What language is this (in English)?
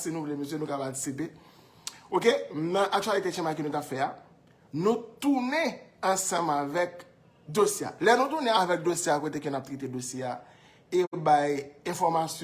Haitian Creole